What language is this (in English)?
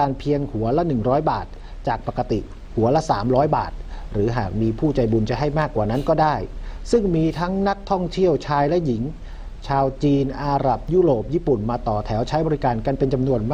Thai